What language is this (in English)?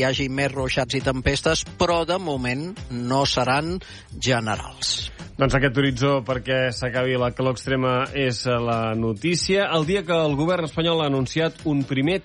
Catalan